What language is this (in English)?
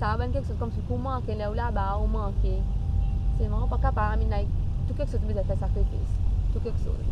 Seselwa Creole French